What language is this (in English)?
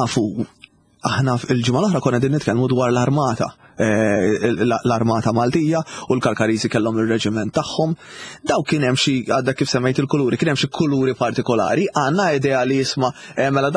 Maltese